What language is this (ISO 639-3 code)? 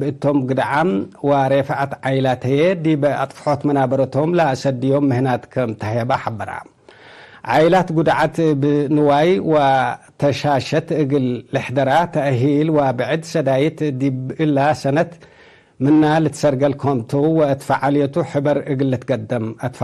tig